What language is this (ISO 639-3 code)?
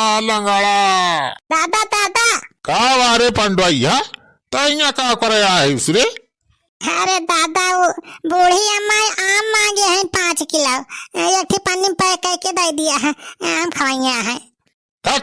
awa